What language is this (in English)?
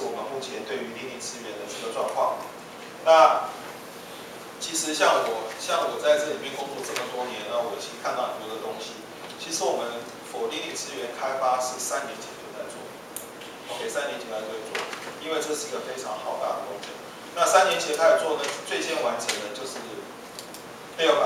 Chinese